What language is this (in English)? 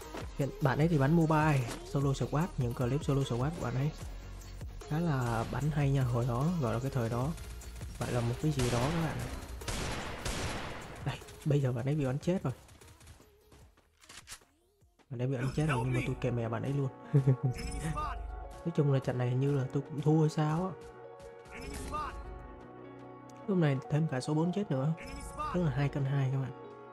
Vietnamese